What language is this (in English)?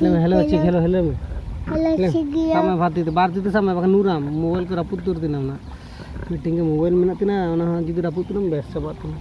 Santali